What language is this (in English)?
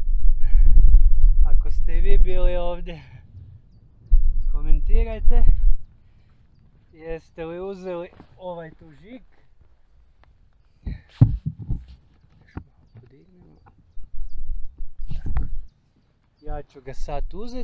Croatian